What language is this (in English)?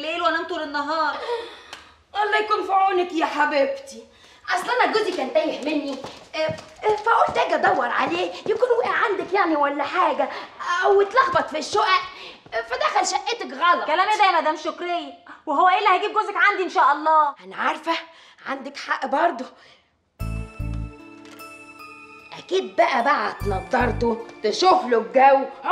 Egyptian Arabic